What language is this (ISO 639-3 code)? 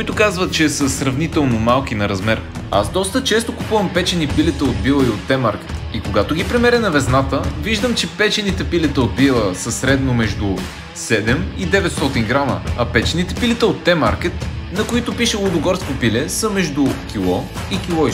bul